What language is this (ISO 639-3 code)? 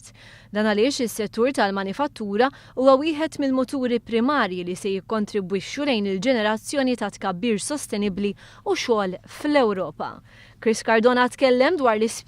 mlt